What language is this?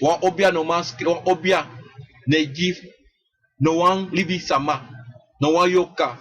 Sranan Tongo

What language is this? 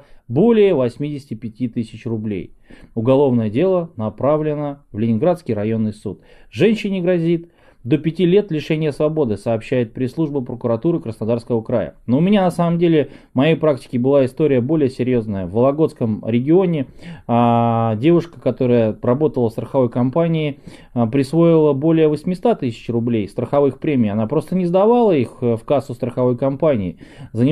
Russian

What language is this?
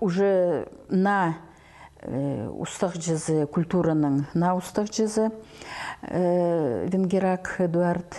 Khakas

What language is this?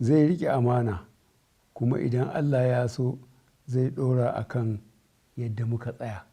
Hausa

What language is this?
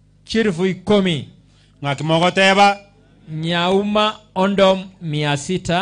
Gusii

